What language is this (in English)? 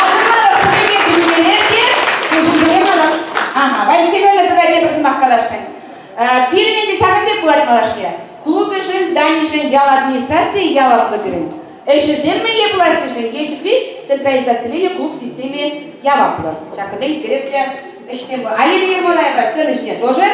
Chuvash